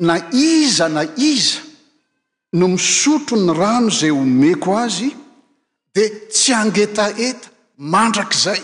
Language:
Malagasy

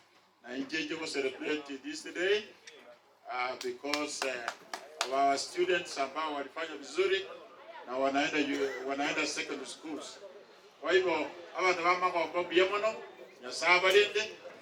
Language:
Gusii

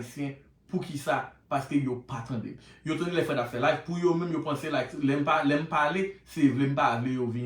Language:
Haitian Creole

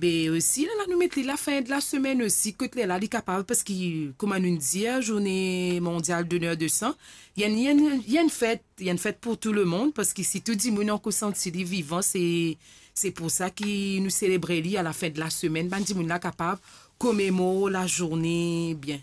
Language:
Morisyen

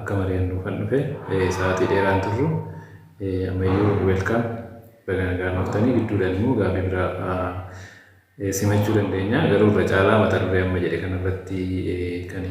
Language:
Oromo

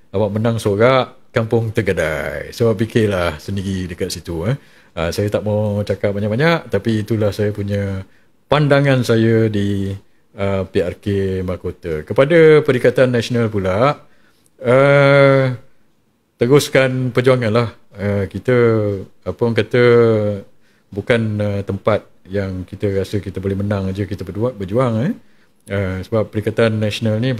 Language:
Malay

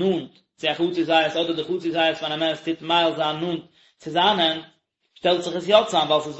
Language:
Yiddish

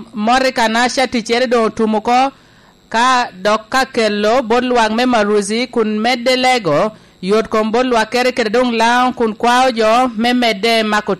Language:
Lango (Uganda)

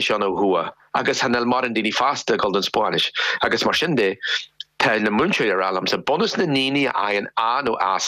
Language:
Irish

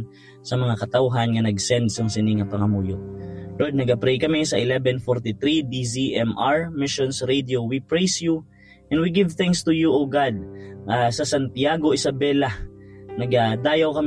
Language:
Hiligaynon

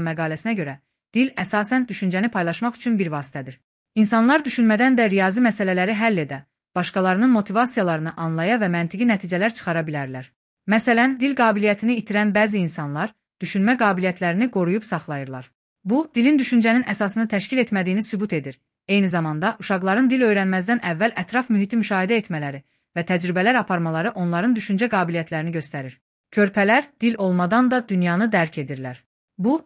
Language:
Azerbaijani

